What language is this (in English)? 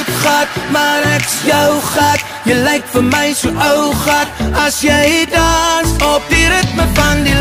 Afrikaans